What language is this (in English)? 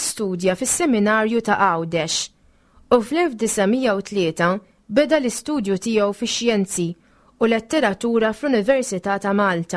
Maltese